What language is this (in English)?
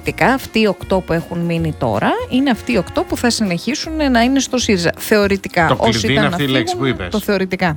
Greek